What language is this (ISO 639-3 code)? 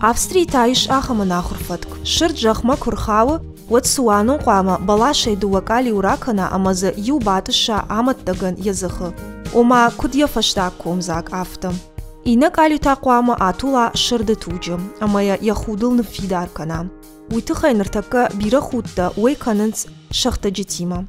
oss